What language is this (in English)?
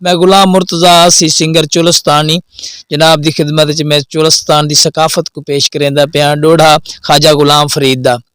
Saraiki